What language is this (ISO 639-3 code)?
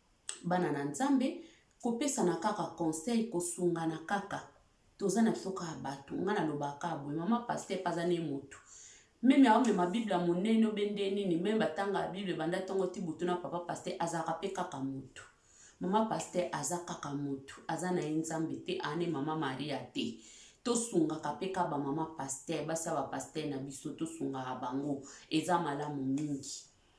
lin